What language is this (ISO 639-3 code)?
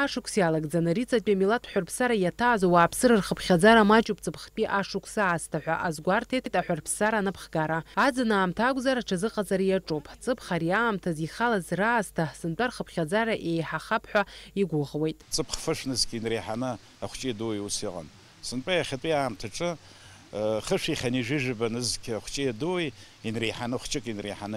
abk